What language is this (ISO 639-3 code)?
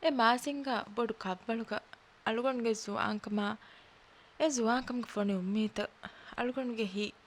div